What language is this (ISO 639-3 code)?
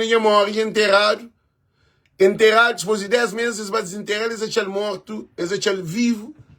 kea